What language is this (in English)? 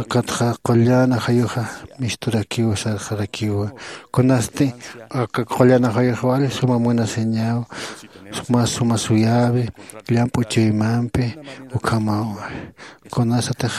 Aymara